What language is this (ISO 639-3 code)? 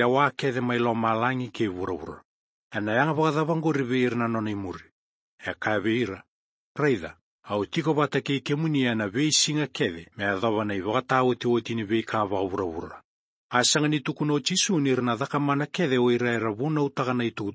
fij